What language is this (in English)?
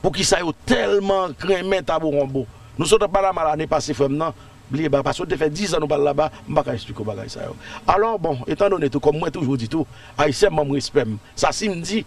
Haitian Creole